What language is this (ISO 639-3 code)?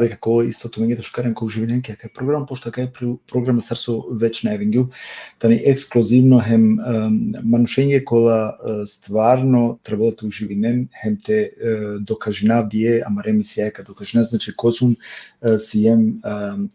rmn